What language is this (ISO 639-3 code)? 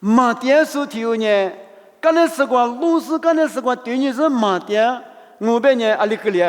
lis